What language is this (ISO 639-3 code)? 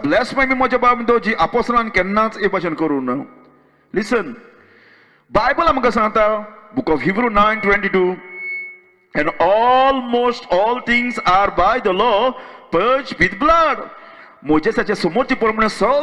kok